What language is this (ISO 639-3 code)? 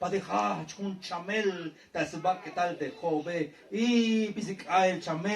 tzh